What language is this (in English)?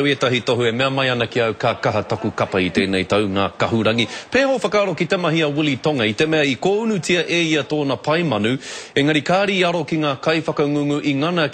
Māori